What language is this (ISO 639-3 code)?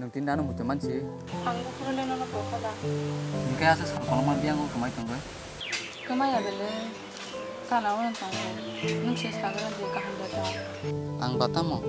trp